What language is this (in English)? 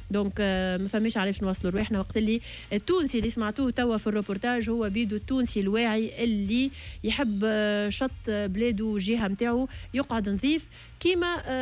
Tunisian Arabic